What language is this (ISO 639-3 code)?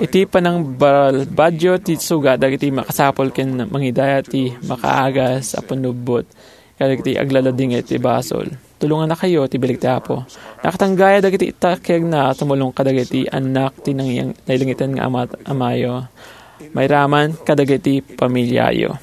ilo